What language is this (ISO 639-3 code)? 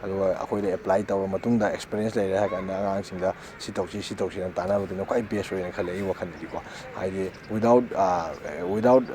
mni